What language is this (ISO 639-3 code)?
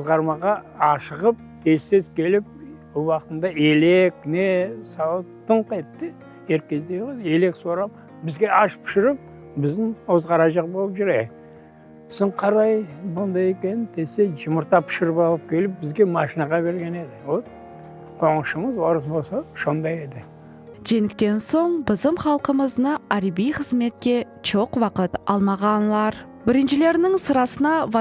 crh